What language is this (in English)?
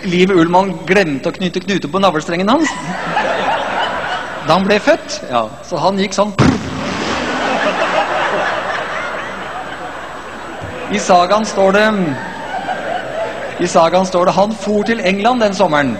Norwegian